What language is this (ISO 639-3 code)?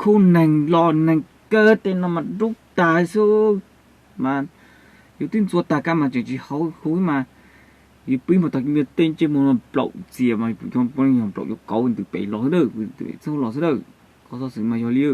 hmn